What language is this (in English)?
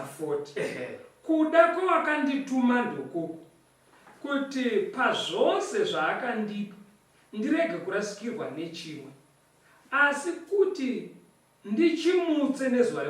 Shona